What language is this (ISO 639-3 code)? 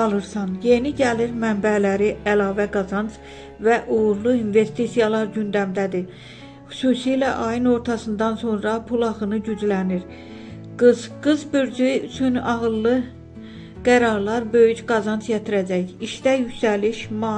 aze